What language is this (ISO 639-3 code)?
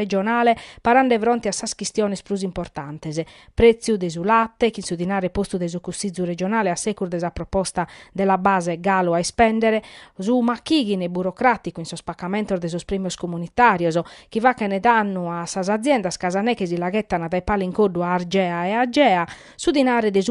srd